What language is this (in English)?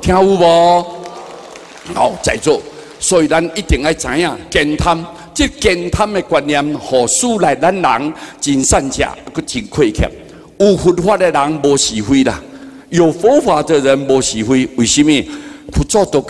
Min Nan Chinese